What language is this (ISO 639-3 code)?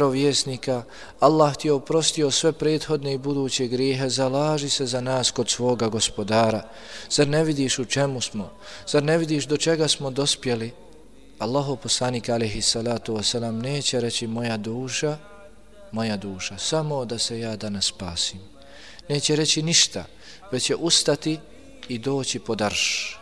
bos